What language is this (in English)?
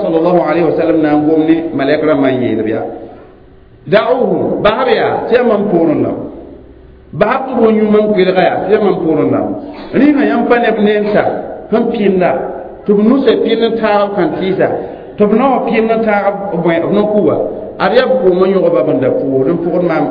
Mossi